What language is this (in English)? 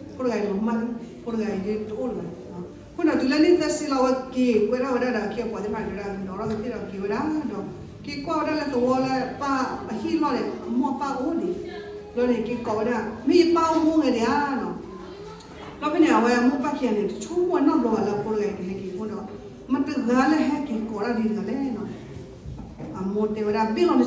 S'gaw Karen